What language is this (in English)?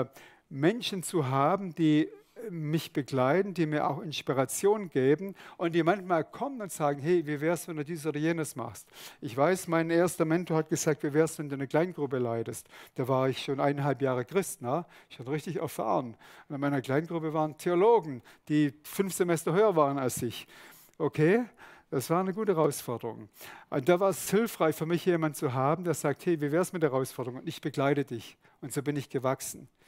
Swiss German